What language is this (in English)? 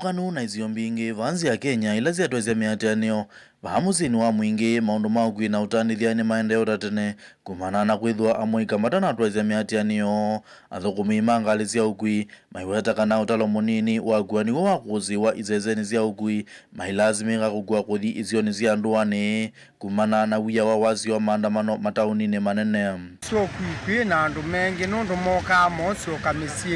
Kamba